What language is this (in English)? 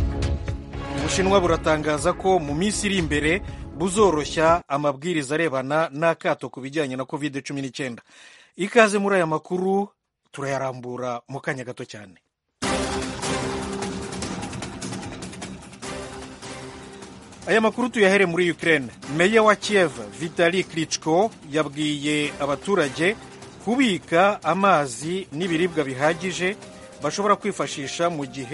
Kinyarwanda